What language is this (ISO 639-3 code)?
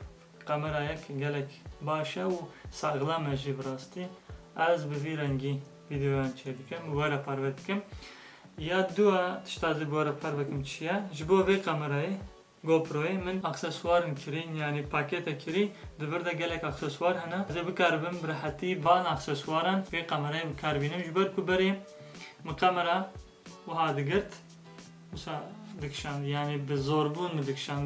kur